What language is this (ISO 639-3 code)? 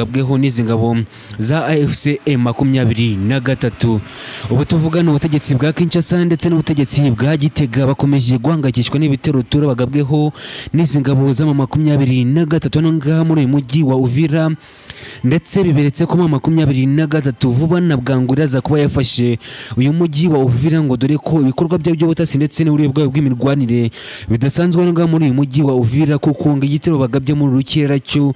kin